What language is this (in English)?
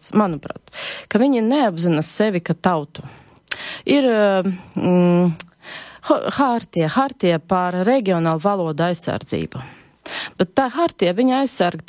Latvian